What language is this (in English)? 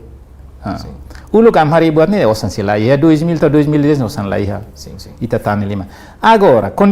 Tetum